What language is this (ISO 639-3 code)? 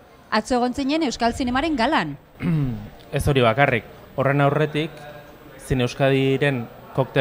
eus